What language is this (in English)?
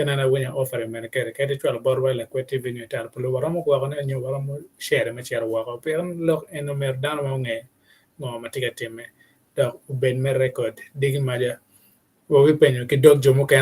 Acoli